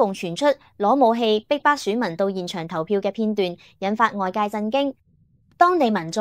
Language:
Cantonese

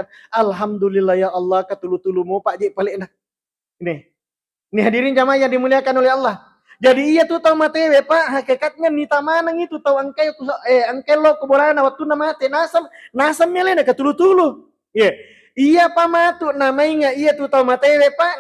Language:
Buginese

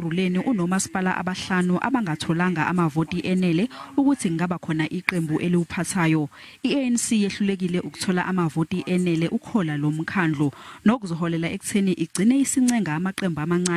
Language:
Zulu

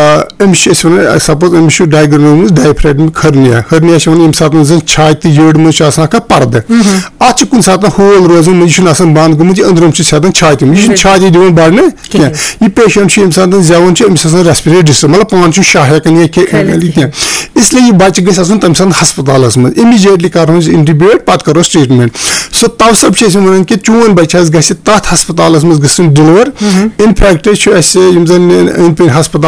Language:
Kashmiri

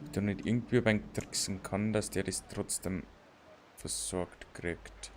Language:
Bavarian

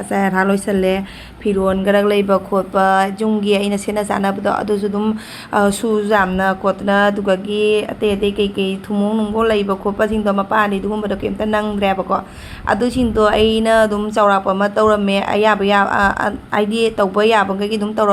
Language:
Manipuri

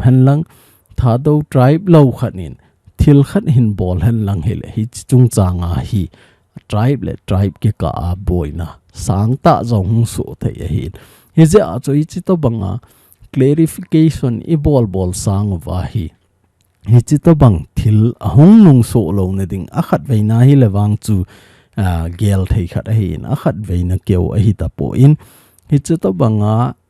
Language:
Thado Chin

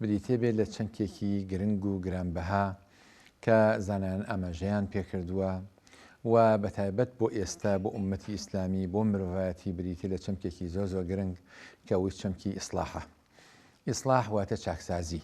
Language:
Central Kurdish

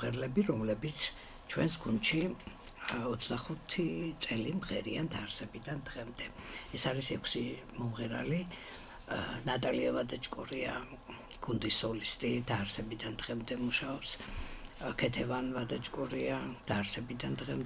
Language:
Georgian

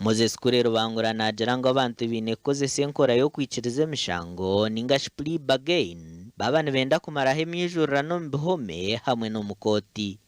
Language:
Nyankole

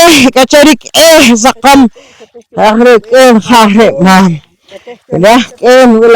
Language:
Poqomchi'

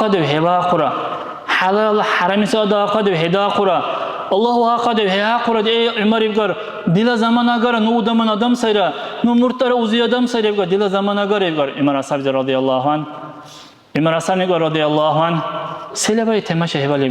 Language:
Dargwa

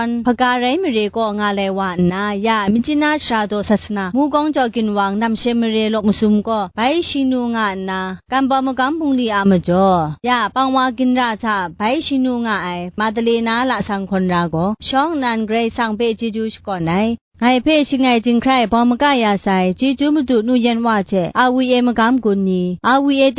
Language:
Kachin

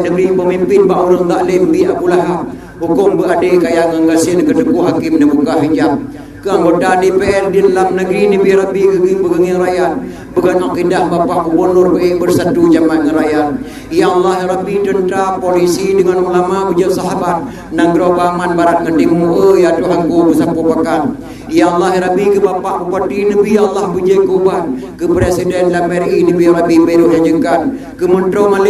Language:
Achinese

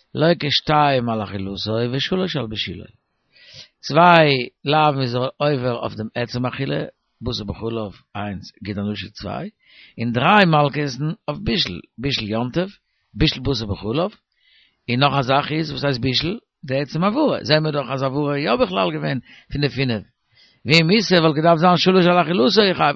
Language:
Yiddish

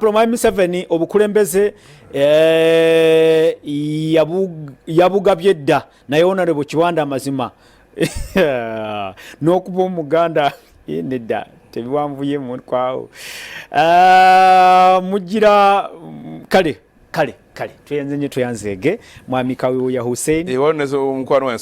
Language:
Ganda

